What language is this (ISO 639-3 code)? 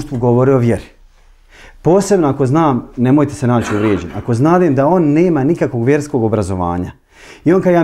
bos